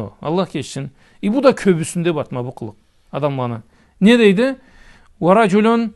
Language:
Karachay-Balkar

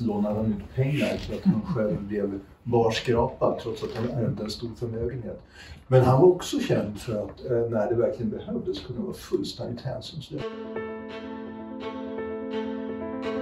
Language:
Swedish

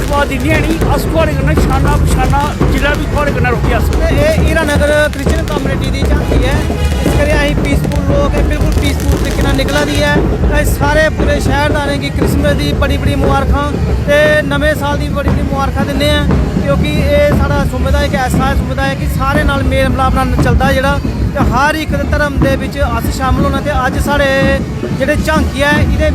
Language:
Dogri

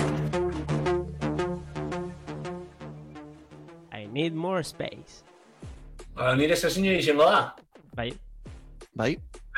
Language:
Basque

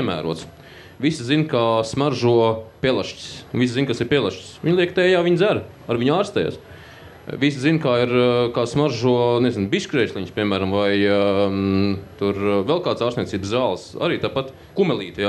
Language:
Latvian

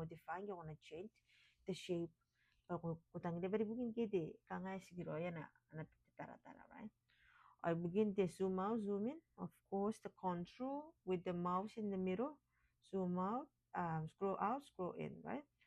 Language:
Gilbertese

